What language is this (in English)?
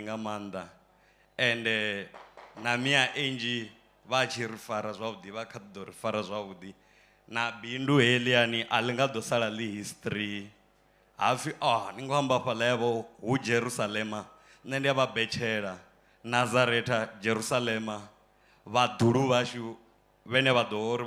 Venda